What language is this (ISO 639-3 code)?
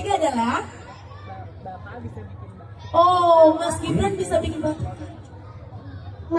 ind